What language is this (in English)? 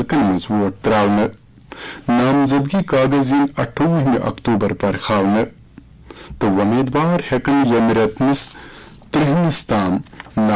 Kashmiri